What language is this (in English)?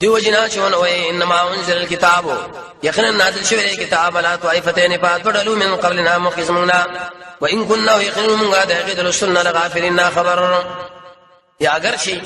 Pashto